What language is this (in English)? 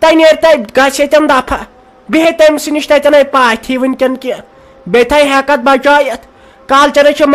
Kashmiri